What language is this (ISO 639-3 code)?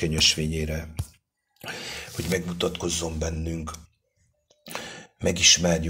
hun